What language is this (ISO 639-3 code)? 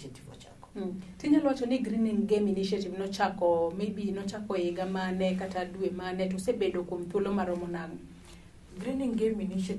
luo